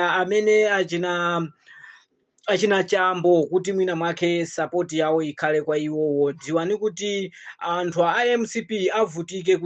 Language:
Nyanja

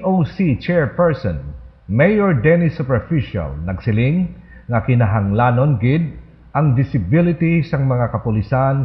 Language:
Hiligaynon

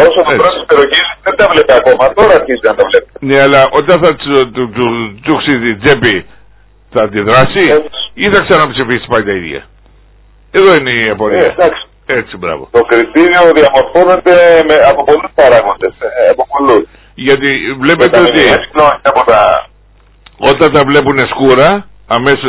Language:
Greek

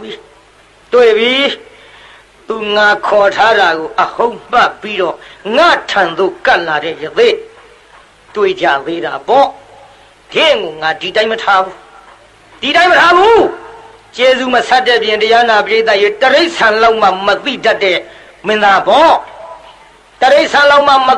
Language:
Burmese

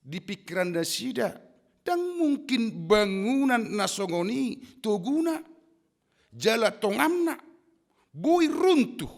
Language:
Batak Toba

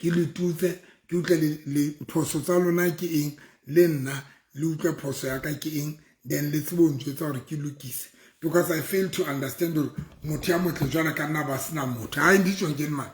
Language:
Southern Sotho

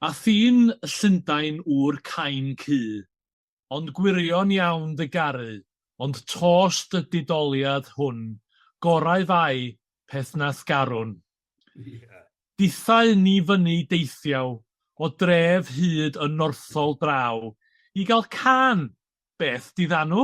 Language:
Welsh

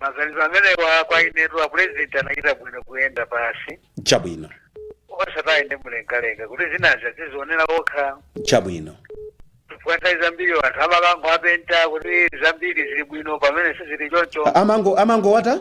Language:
Nyanja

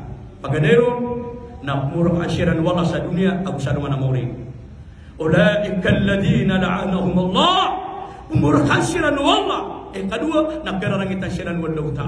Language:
Maranao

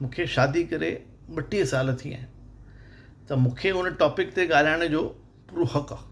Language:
Sindhi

